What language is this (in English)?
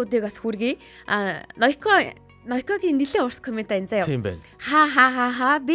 Mongolian